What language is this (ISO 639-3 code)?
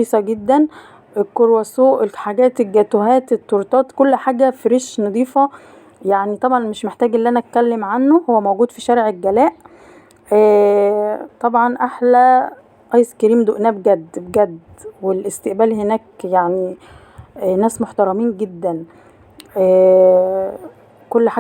arz